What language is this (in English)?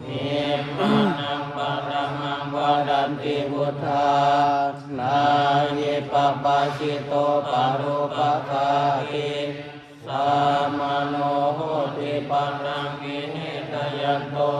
Pali